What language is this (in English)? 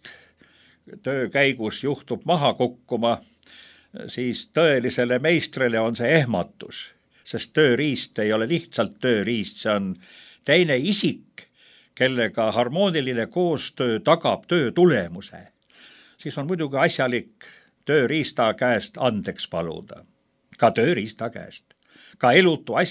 Estonian